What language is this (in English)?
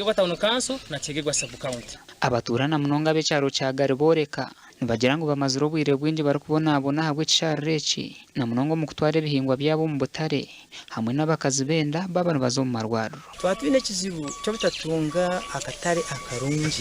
Nyankole